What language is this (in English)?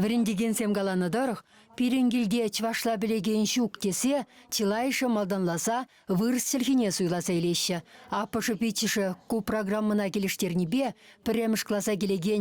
Chuvash